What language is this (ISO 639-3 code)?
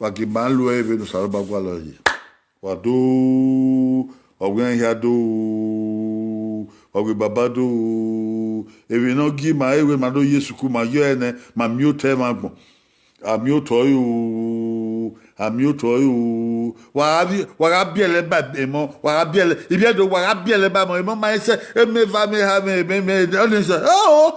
bin